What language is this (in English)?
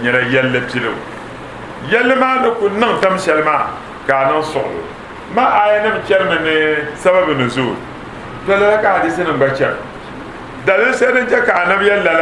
Dagbani